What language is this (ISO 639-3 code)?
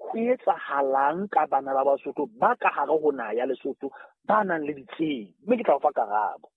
sot